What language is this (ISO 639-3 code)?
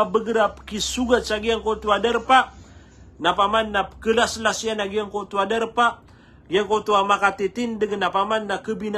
mrw